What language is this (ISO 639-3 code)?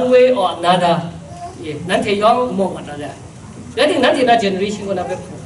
kac